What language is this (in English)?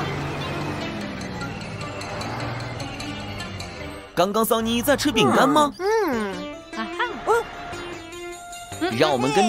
Chinese